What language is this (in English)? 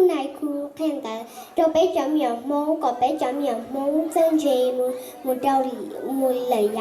Hmong